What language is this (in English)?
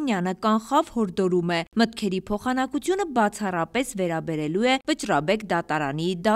Armenian